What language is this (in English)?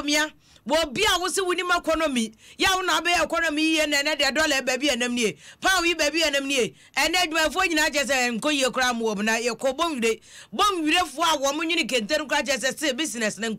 Akan